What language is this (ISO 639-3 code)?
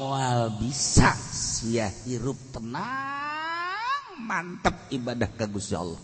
sun